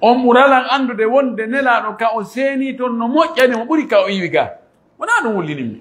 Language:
Pular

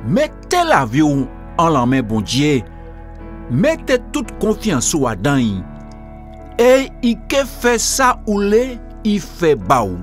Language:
Guadeloupean Creole French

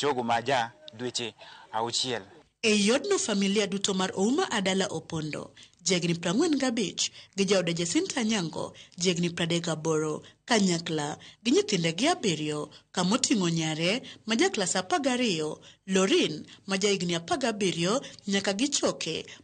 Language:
Luo (Kenya and Tanzania)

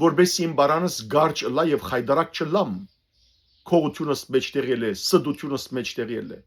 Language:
Western Armenian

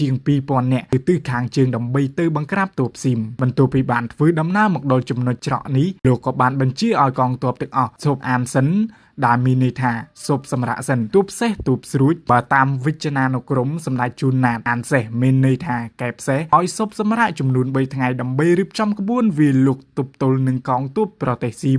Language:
Khmer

